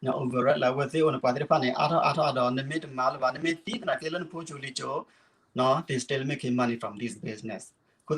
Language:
S'gaw Karen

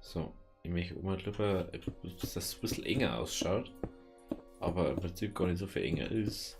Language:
Bavarian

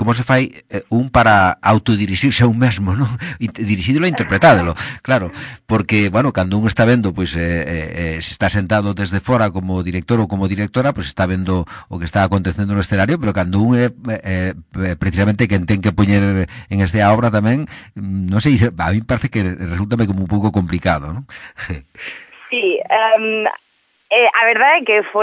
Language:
Galician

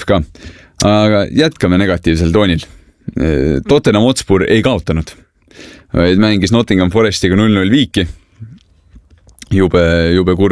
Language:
Estonian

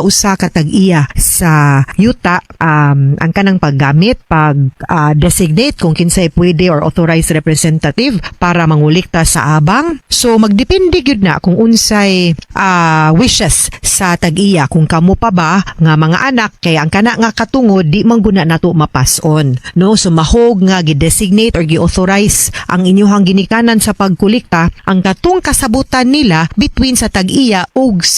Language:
Cebuano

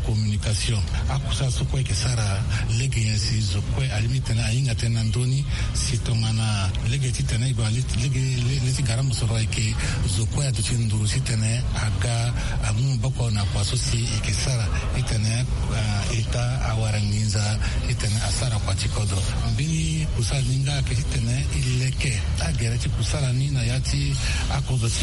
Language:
Sango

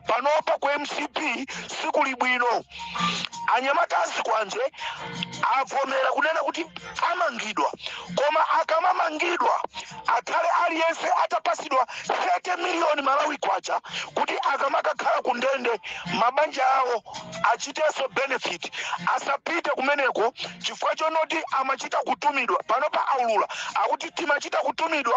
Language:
Nyanja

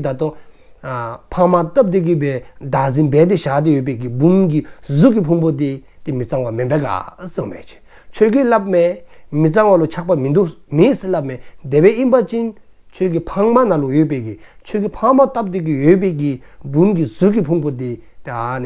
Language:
Dzongkha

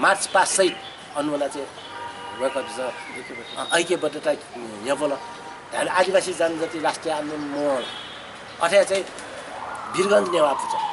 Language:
Newari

